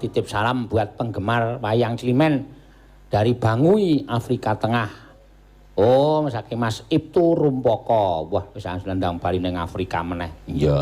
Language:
Javanese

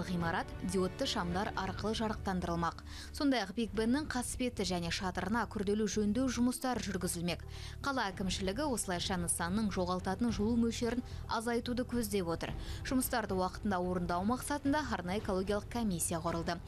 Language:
Kazakh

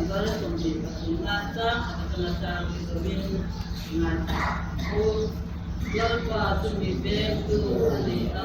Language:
Mizo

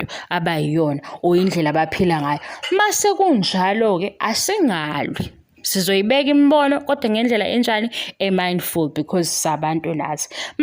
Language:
Zulu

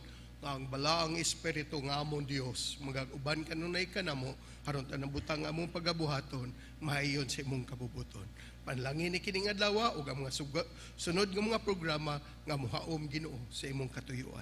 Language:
Cebuano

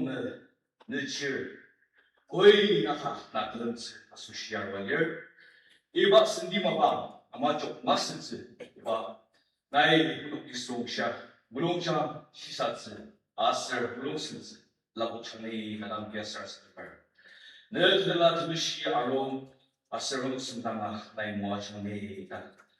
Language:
Ao Naga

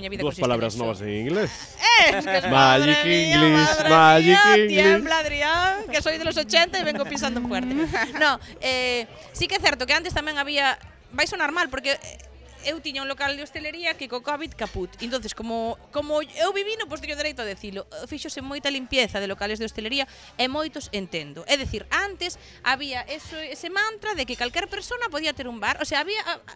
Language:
Galician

